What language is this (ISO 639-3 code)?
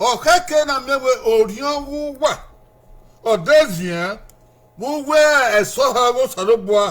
bin